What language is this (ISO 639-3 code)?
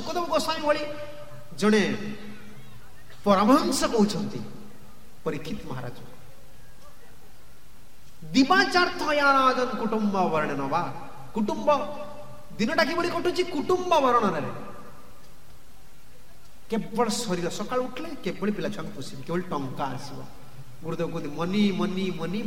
ori